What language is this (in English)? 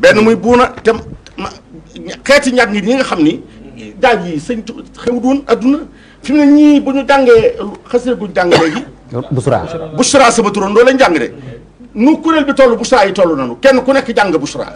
Wolof